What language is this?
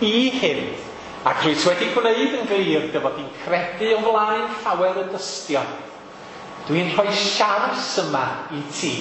Welsh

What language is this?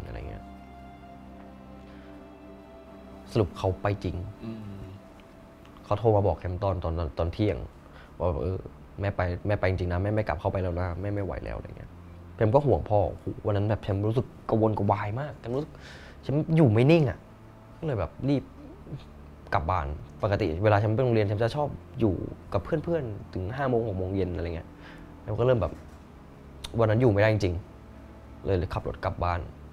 Thai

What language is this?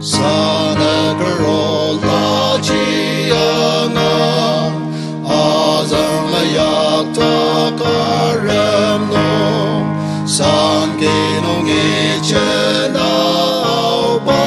Ao Naga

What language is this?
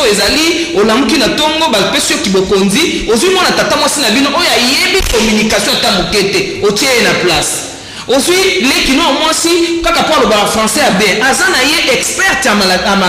Lingala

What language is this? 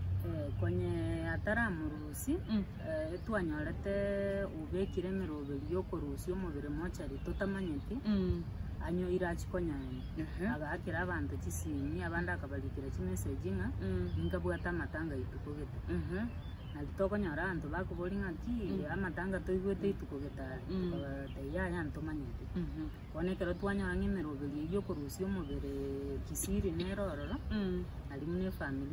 Gusii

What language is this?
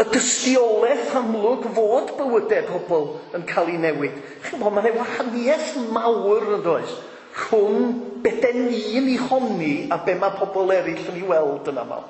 Welsh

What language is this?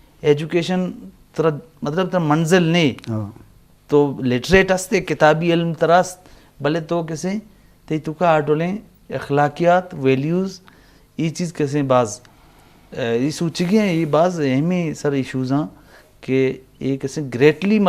Eastern Balochi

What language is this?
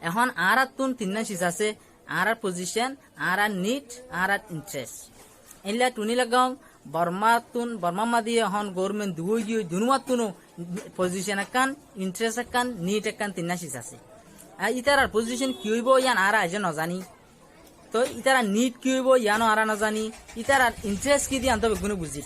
Rohingya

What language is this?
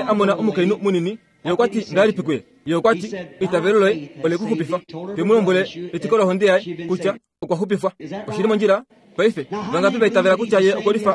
Kuanyama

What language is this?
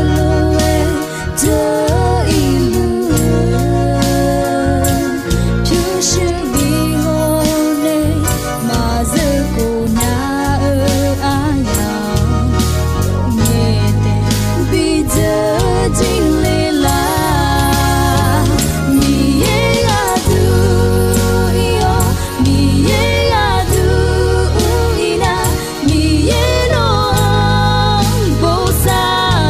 Akha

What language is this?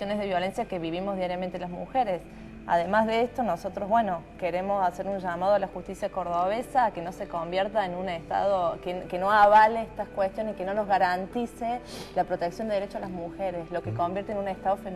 Spanish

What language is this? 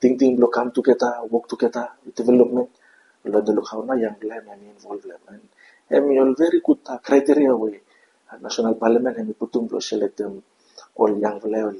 Bislama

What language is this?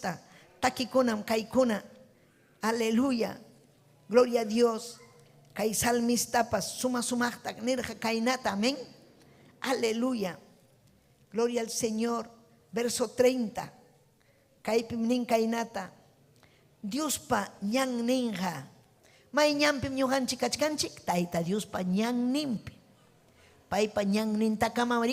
Ayacucho Quechua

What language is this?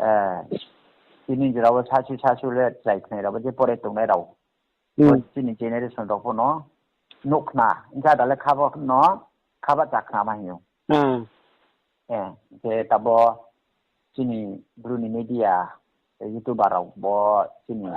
Riang (India)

